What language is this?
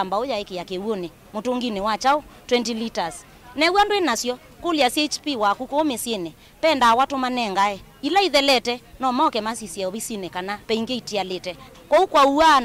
Kamba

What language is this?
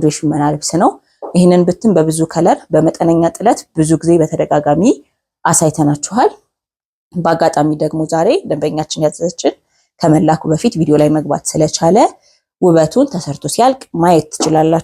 Amharic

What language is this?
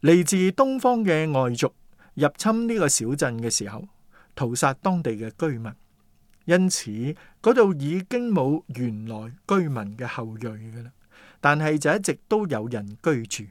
Cantonese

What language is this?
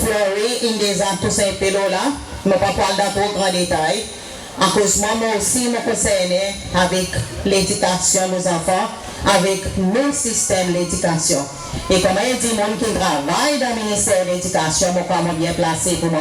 Seselwa Creole French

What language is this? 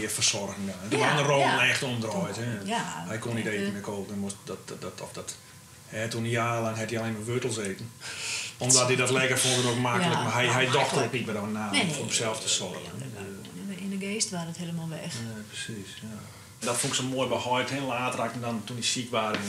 Western Frisian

